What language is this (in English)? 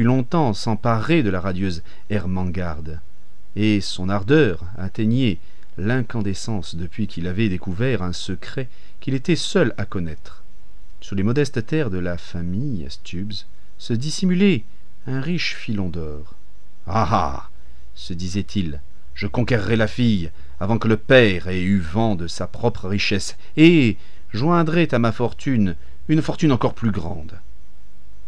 French